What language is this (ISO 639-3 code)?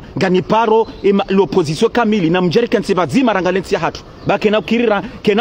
zdj